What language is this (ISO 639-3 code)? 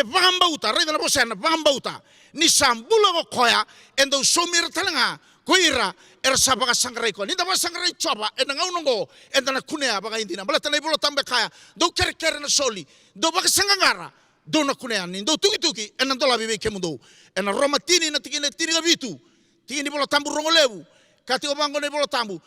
fij